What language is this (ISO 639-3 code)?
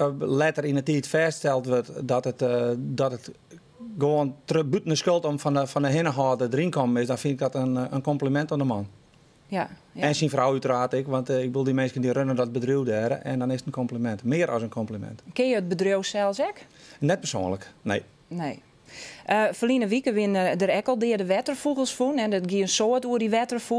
fry